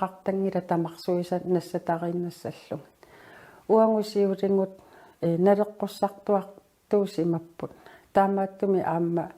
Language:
Kalaallisut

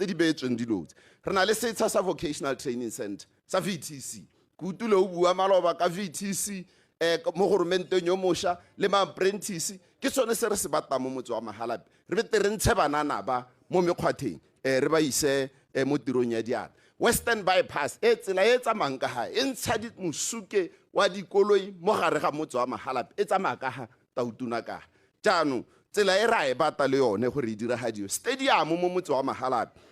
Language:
Tswana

